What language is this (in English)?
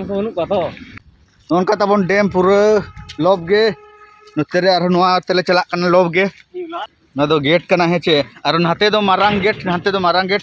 Santali